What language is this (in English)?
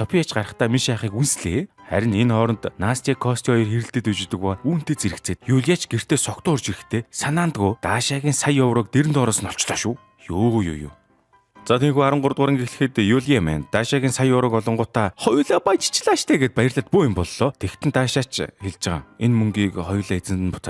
Mongolian